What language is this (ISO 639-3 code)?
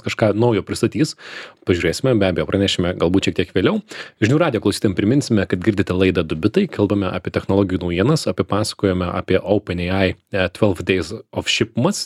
lit